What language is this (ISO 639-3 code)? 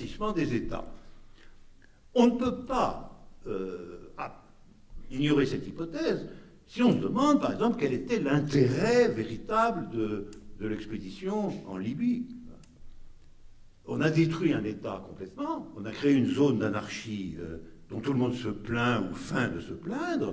fra